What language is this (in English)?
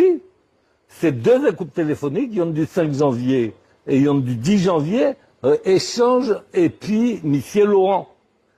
Guadeloupean Creole French